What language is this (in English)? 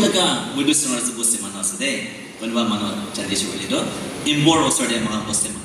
Naga Pidgin